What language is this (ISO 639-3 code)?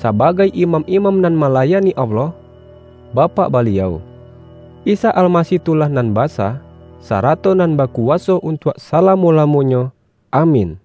min